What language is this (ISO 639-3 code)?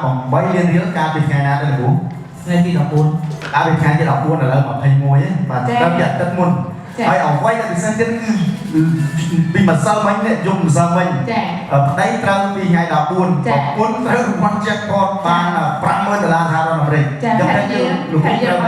khm